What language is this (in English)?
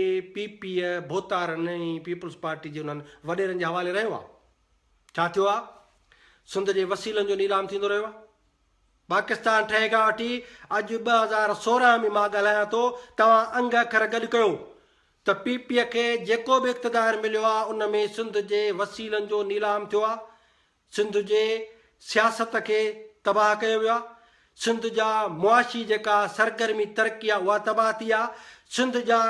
Sindhi